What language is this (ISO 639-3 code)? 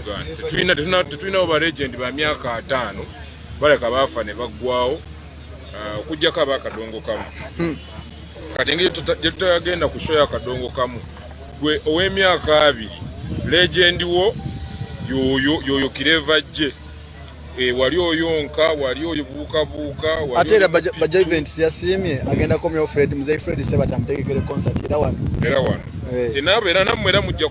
lug